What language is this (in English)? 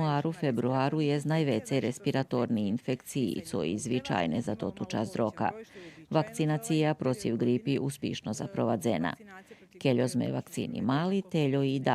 Rusyn